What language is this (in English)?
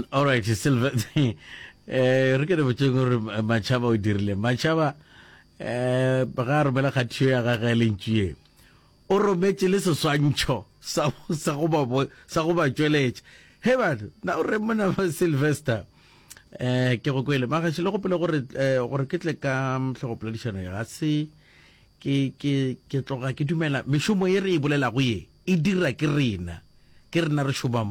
Northern Sotho